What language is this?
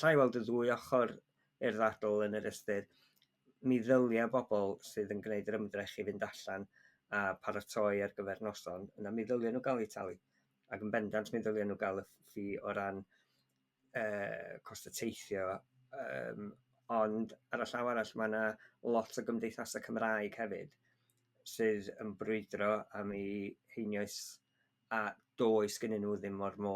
Welsh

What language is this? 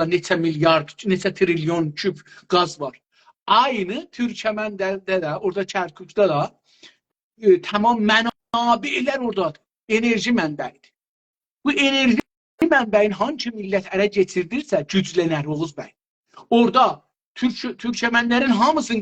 South Azerbaijani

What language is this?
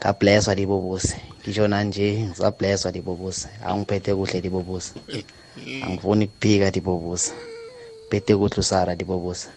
South Ndebele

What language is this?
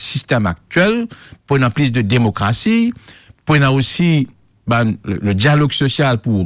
Morisyen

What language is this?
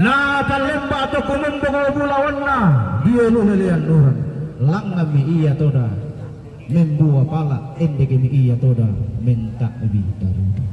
Toraja-Sa'dan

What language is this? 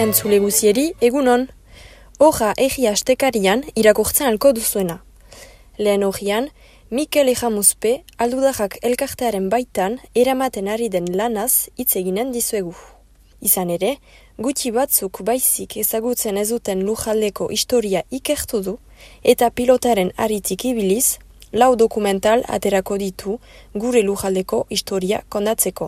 Basque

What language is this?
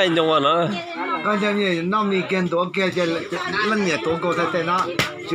Hmong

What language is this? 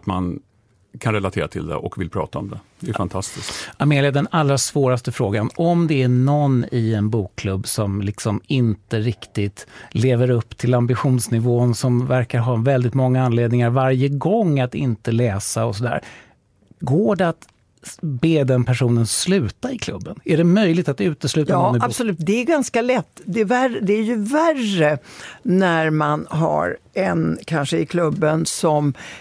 Swedish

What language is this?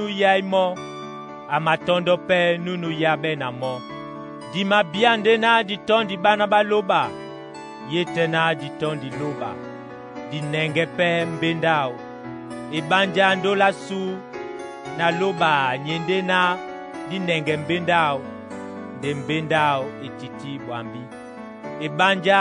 Duala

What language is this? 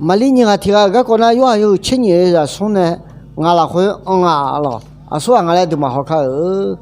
Akha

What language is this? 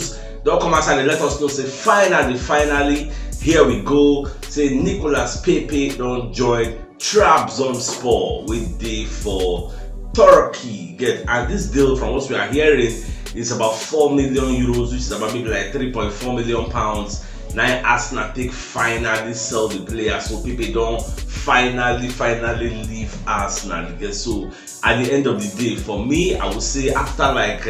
Nigerian Pidgin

